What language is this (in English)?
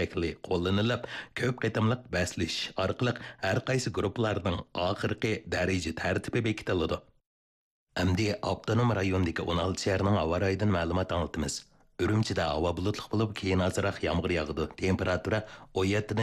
Uyghur